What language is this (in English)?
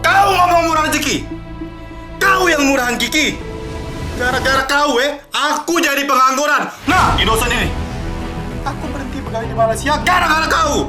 Musi